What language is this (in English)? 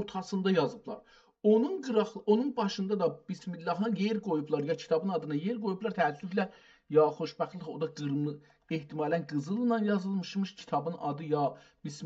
South Azerbaijani